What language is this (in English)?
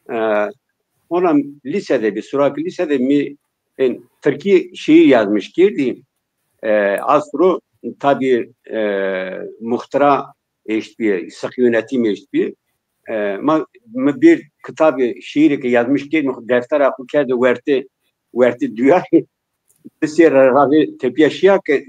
Zaza